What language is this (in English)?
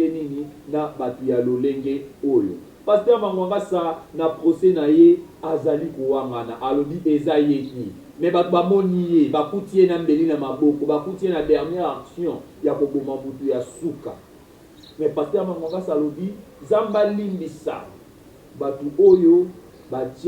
Lingala